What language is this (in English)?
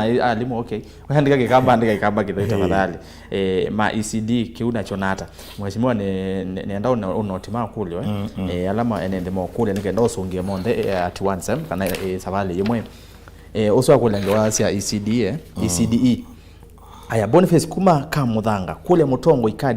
Kamba